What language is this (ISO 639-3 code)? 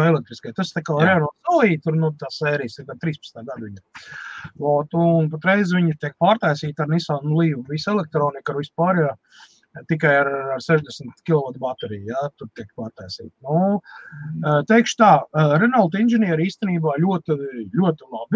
lav